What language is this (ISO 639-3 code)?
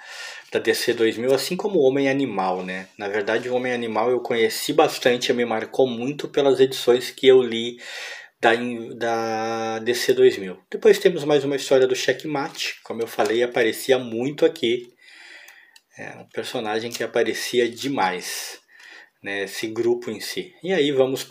por